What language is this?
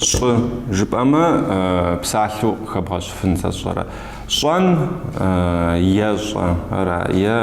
Kabardian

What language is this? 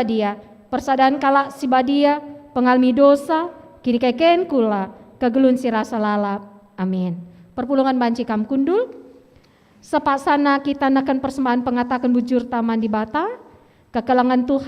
Batak Karo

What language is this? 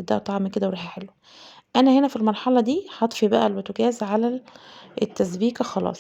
Egyptian Arabic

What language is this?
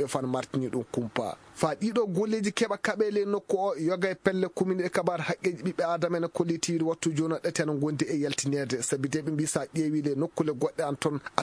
Maasina Fulfulde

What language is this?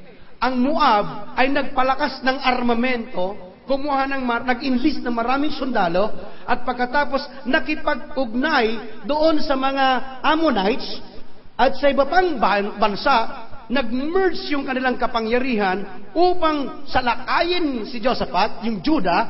Filipino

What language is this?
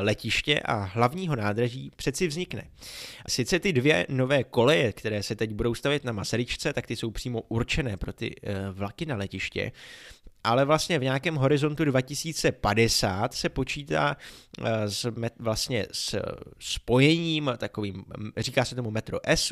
Czech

